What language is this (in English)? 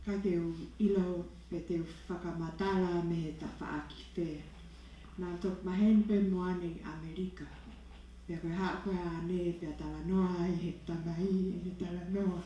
Tongan